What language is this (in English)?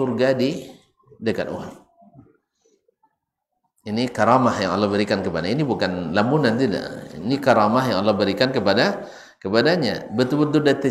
Malay